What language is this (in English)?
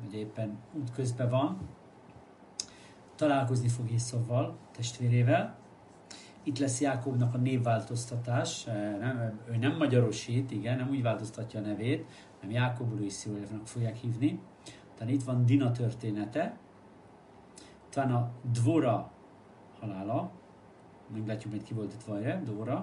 Hungarian